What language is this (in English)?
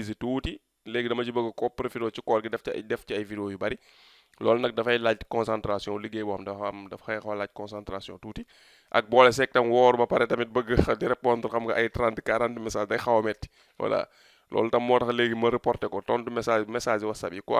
Wolof